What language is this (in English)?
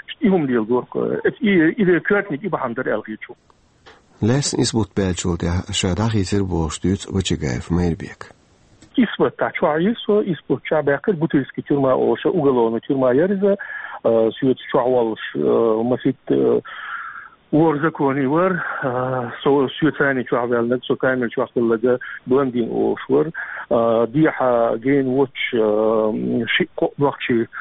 Chechen